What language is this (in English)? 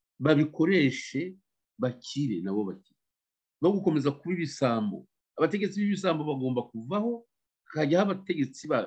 Kinyarwanda